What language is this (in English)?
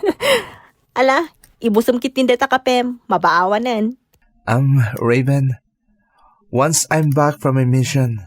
Iloko